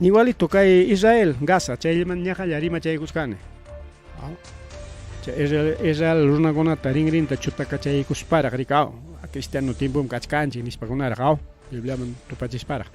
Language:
Ayacucho Quechua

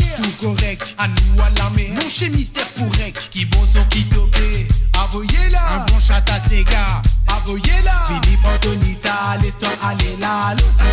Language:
Morisyen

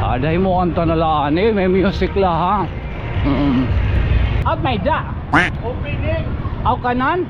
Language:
Waray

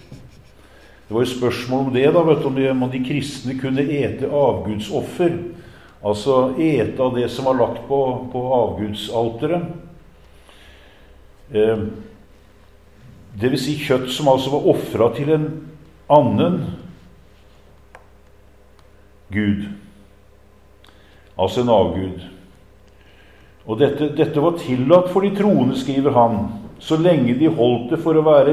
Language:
Norwegian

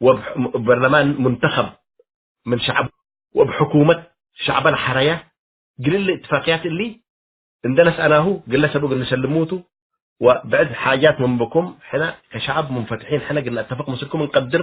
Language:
Tigre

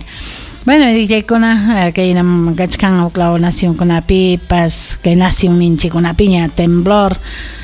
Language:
Ayacucho Quechua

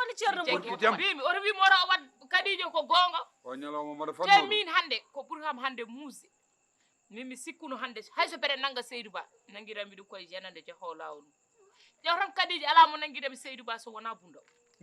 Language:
Fula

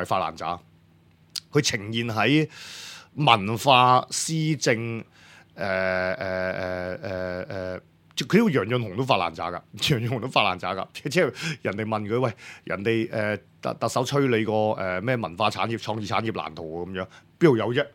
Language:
Cantonese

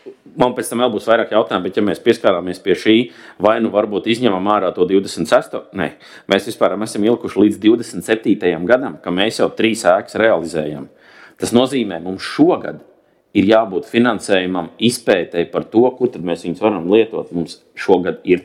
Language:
Latvian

